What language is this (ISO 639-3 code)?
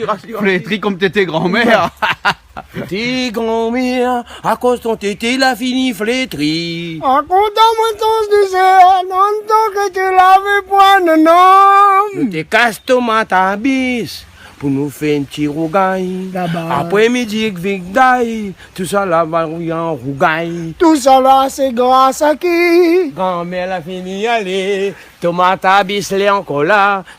rcf